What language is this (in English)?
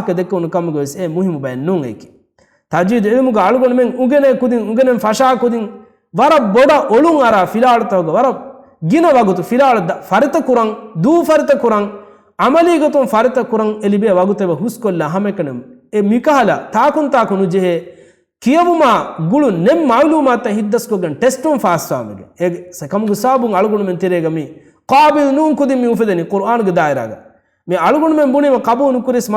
Divehi